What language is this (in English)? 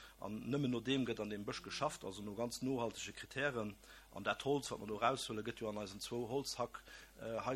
Luxembourgish